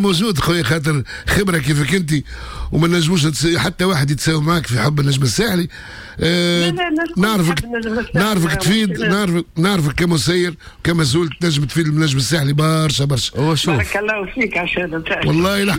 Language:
Tunisian Arabic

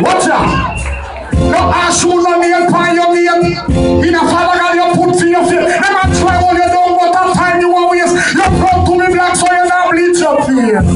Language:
Jamaican Creole English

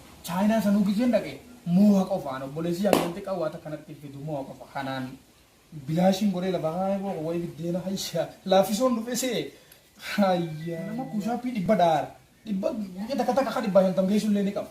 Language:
Oromo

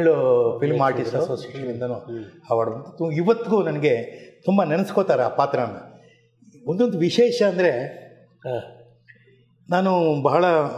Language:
Kannada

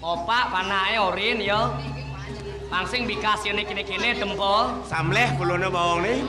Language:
Balinese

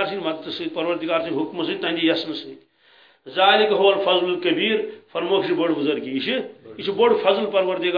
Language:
Kashmiri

